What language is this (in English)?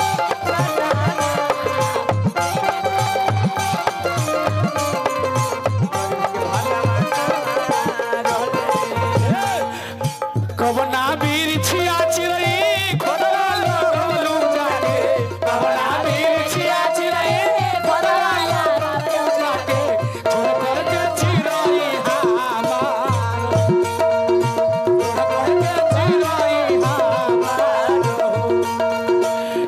Bhojpuri